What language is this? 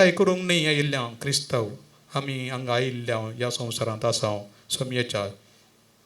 Konkani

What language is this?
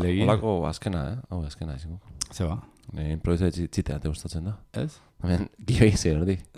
Basque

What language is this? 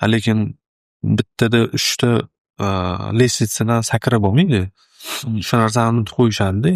Uzbek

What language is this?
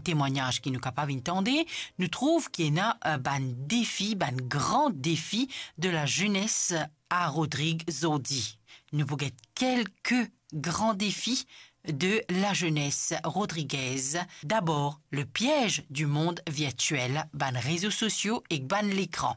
Morisyen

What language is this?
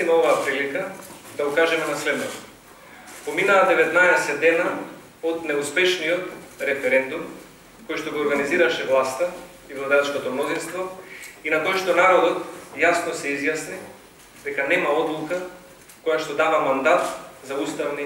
Macedonian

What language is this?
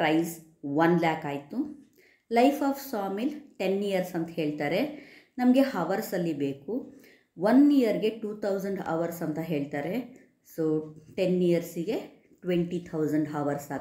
Kannada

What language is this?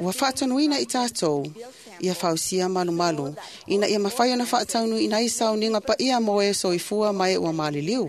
Samoan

